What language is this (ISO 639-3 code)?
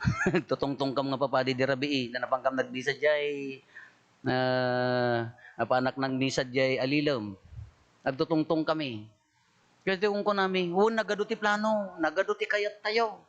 ilo